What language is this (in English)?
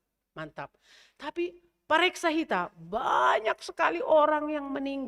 Batak Simalungun